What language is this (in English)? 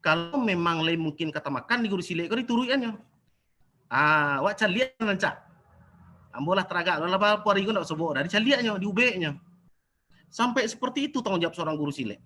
Minangkabau